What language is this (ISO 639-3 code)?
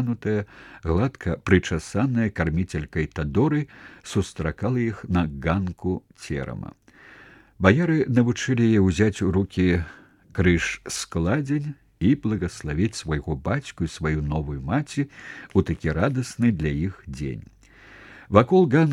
bel